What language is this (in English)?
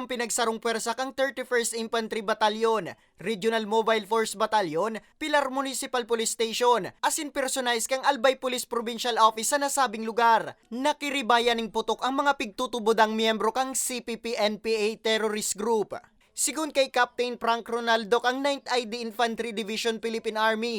Bikol